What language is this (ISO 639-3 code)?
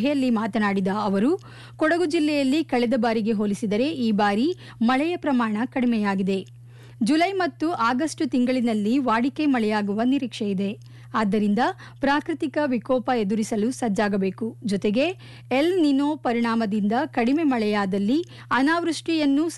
kan